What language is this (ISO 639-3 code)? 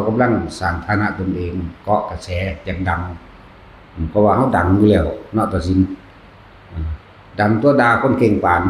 tts